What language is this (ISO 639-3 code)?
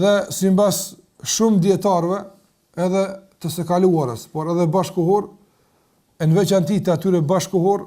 sqi